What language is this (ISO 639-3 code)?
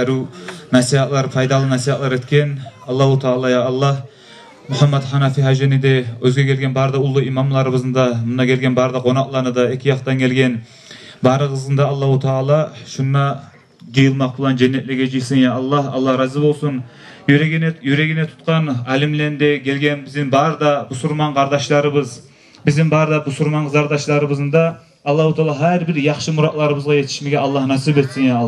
kum